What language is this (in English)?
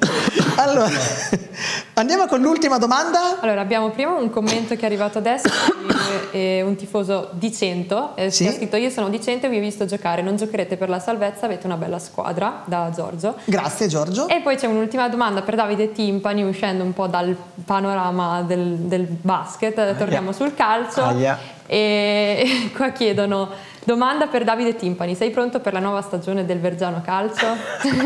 Italian